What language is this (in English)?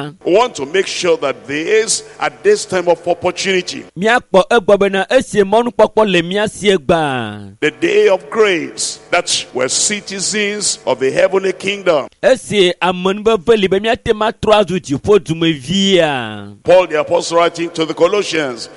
Ewe